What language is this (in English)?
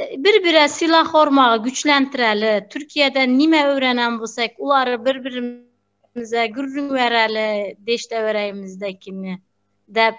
Turkmen